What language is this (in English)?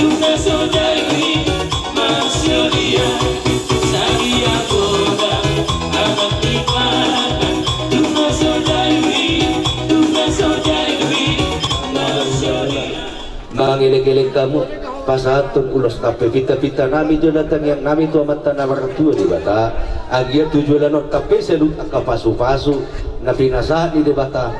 Batak Toba